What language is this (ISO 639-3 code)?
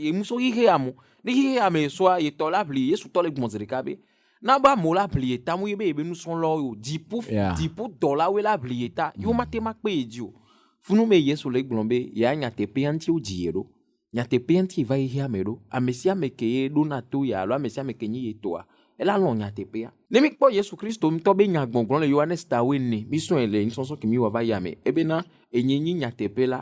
ewe